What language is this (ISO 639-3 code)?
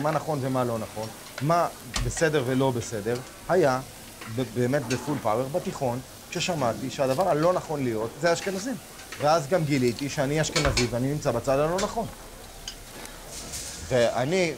heb